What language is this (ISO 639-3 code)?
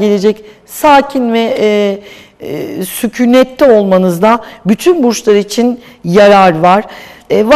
tur